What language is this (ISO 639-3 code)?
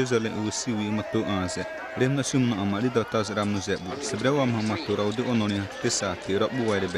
xav